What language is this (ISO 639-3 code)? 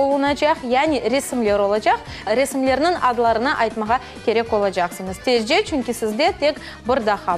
crh